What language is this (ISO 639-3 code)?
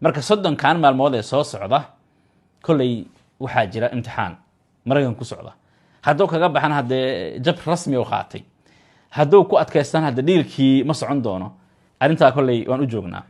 som